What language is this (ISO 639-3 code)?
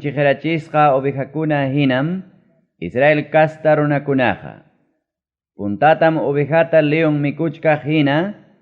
quy